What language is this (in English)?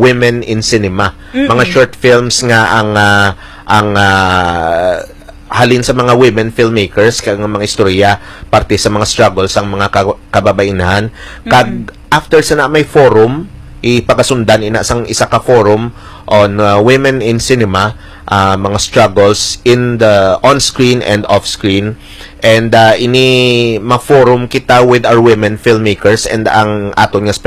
Hiligaynon